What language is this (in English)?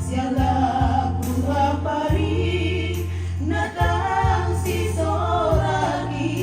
Toraja-Sa'dan